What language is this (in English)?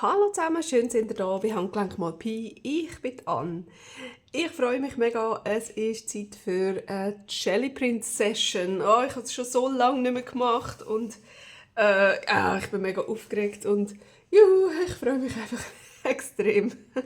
Swiss German